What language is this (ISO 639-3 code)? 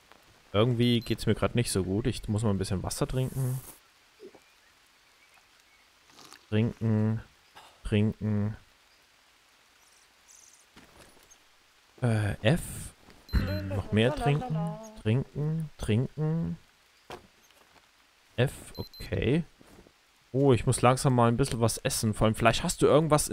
deu